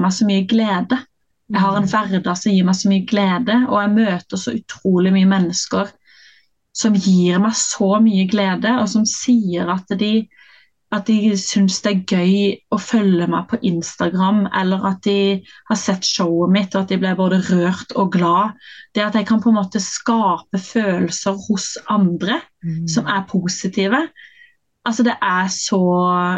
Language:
Norwegian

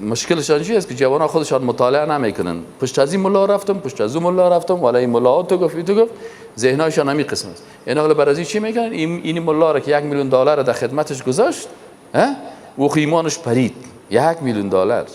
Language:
Persian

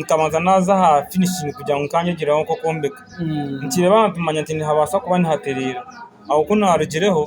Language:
Nyankole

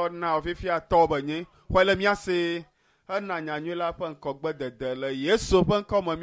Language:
Ewe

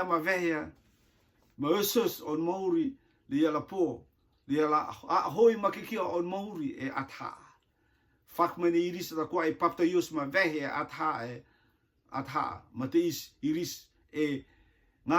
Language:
Rotuman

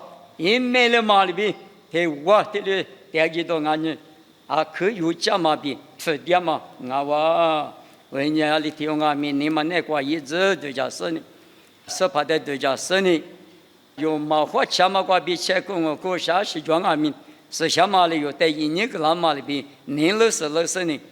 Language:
Lisu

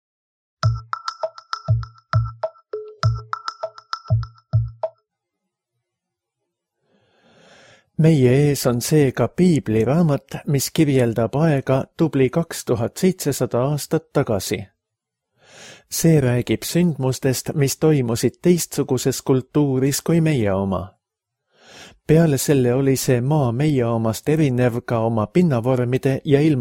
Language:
Estonian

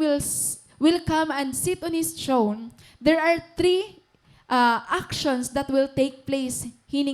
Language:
Waray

